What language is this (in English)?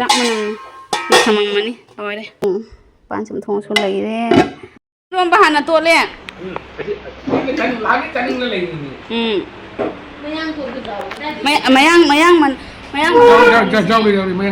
Manipuri